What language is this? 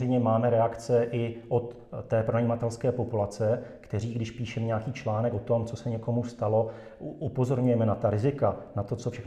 Czech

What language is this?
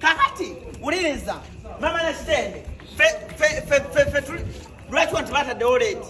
Ganda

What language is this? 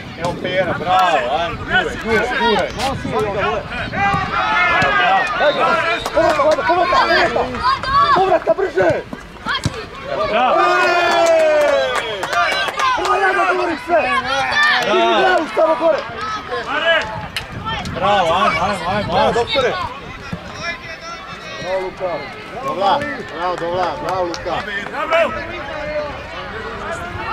Serbian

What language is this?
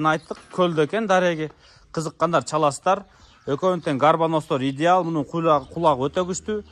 Kyrgyz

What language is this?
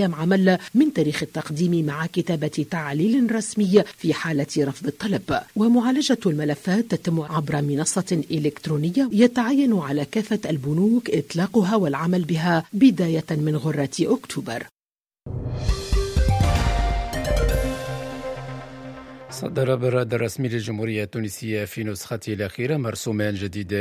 Tunisian Arabic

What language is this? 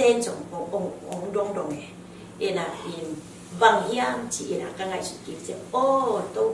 Tedim Chin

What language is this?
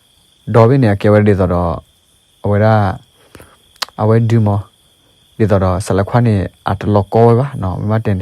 S'gaw Karen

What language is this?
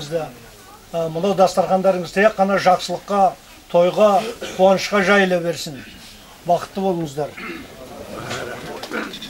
Kazakh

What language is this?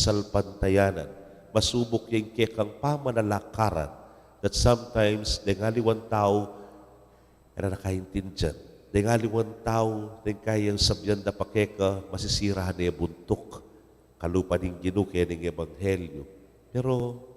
Pampanga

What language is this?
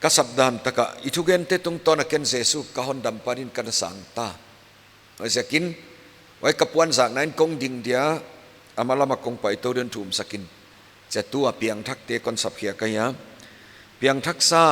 Paite Chin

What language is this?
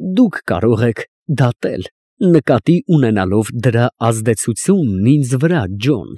Armenian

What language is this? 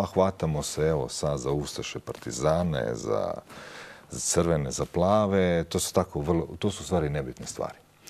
Croatian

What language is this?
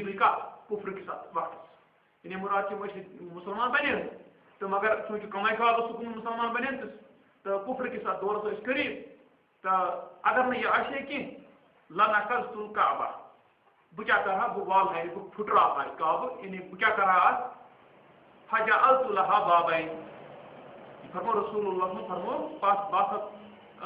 Urdu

